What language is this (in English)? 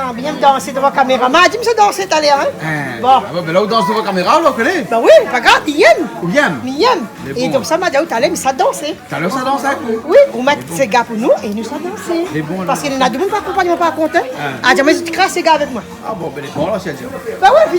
Réunion Creole French